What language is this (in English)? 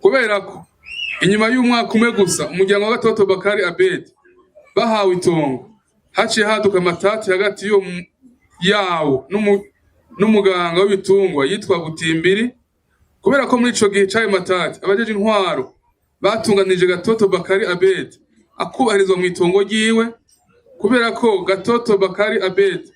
Rundi